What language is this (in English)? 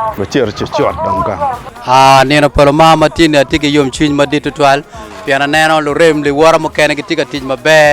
Acoli